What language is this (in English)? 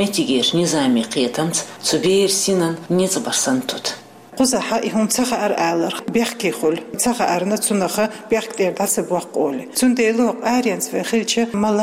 Chechen